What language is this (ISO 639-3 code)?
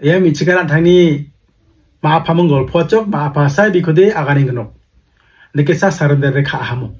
grt